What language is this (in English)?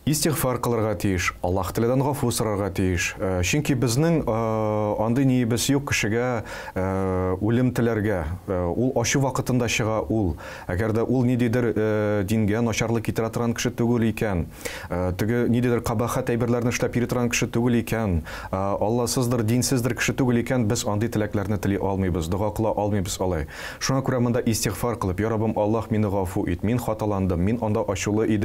Tatar